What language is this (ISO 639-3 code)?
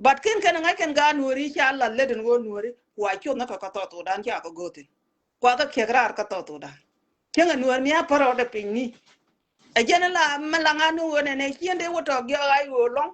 nus